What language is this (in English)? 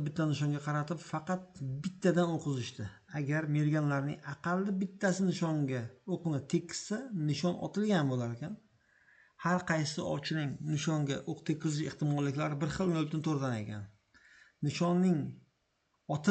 Uzbek